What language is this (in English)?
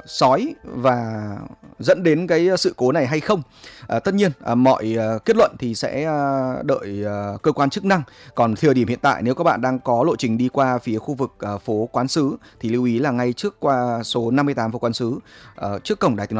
Vietnamese